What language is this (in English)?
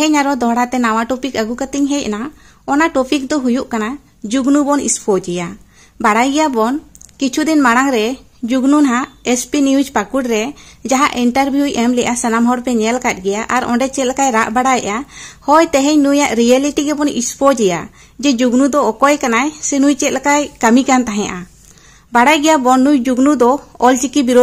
Santali